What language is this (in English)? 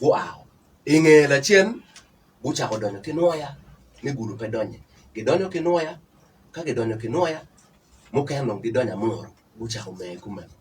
Acoli